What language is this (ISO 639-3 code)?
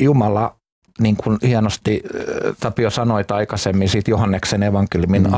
fin